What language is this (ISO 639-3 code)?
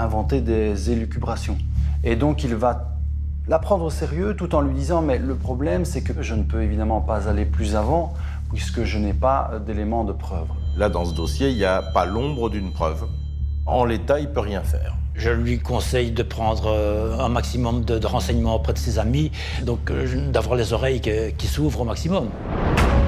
fra